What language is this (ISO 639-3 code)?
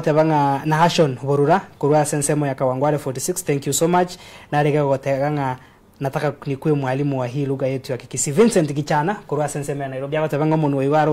guz